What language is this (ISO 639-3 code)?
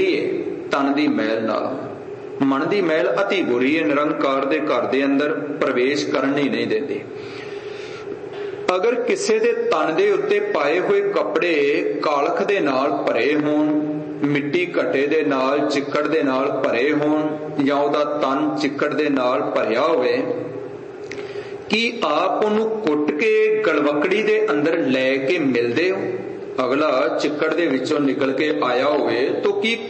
pan